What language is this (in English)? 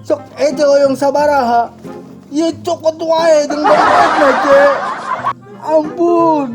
Sundanese